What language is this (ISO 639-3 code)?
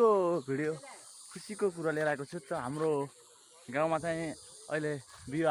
nep